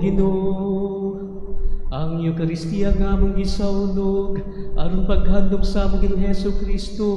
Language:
Cebuano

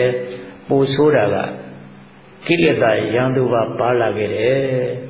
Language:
Burmese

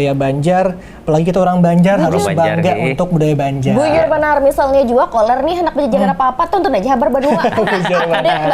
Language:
Banjar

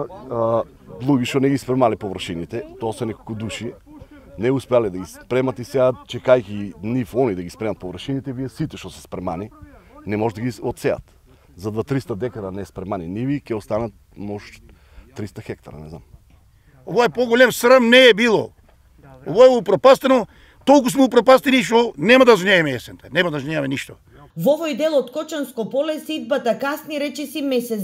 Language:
Macedonian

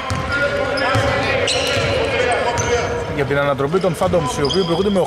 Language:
Greek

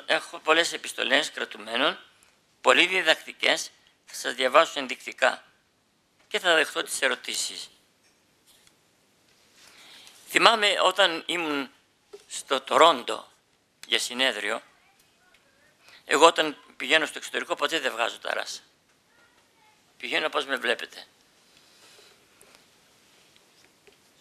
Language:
Greek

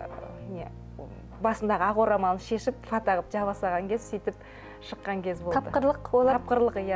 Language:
Kazakh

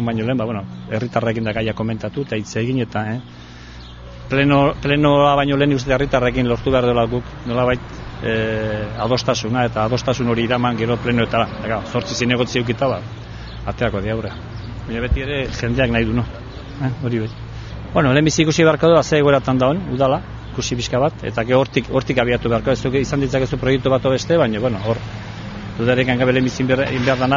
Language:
Basque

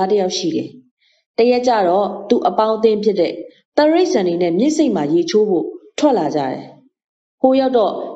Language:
Burmese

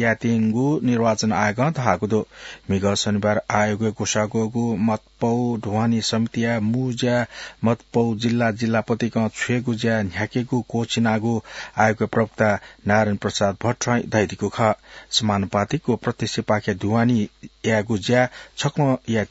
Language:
Newari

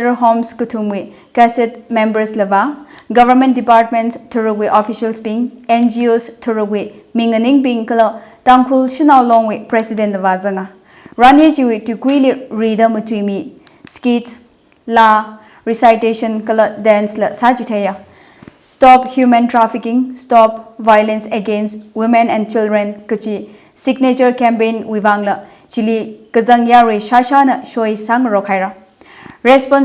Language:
Tangkhul Naga (India)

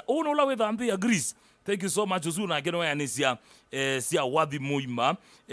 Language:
Kamba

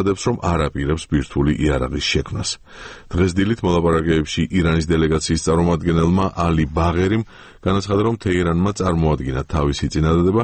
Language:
Georgian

